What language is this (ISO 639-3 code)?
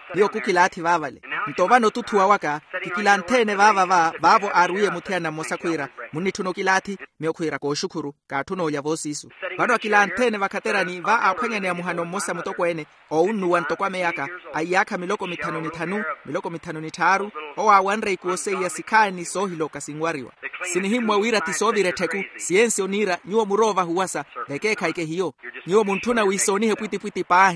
vmw